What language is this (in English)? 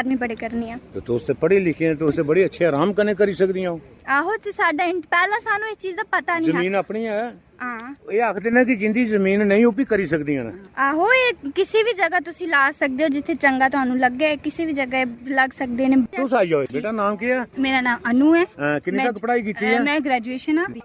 Dogri